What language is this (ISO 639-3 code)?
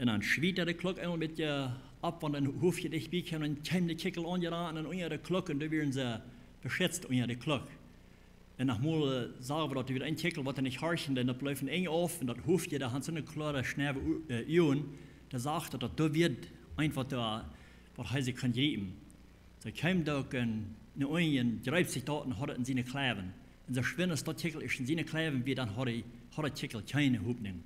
pdt